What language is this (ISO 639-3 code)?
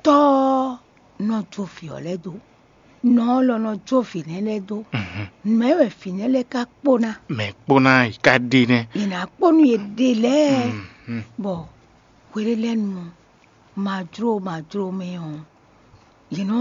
fon